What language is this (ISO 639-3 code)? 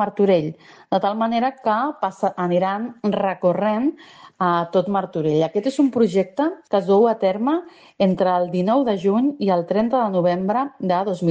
cat